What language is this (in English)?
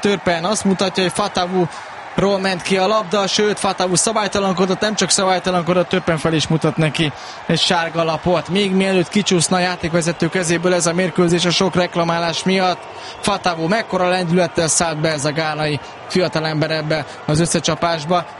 Hungarian